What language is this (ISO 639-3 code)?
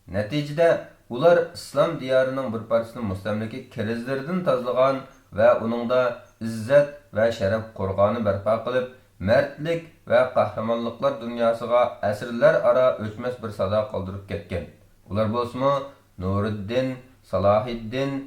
uig